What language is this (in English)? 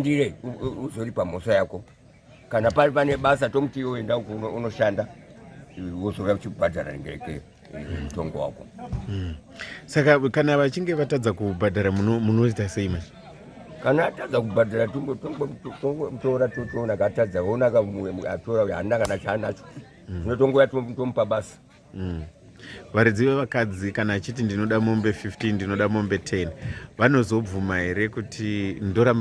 Shona